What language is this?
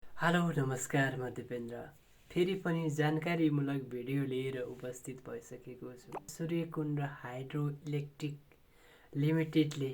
Nepali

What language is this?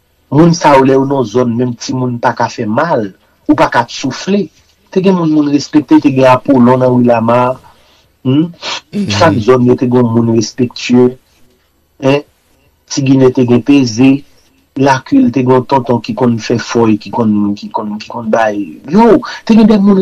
Haitian Creole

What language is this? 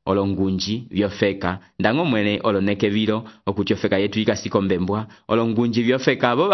Umbundu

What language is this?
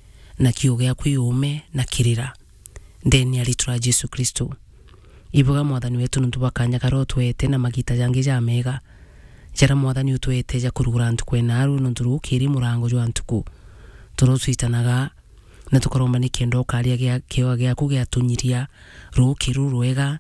Meru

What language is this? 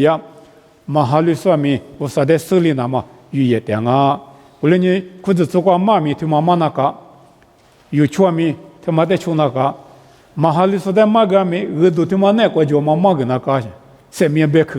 Lisu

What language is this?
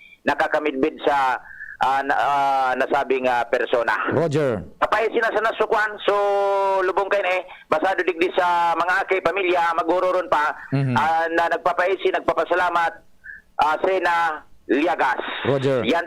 Bikol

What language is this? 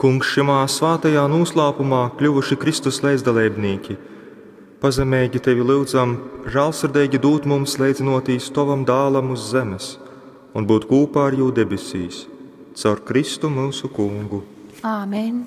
Latgalian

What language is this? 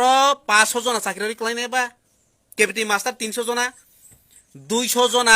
Kok Borok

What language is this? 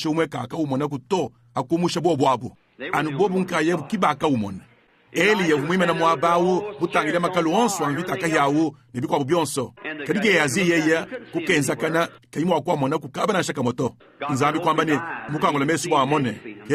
Luba-Lulua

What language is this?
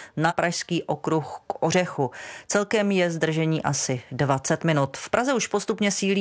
Czech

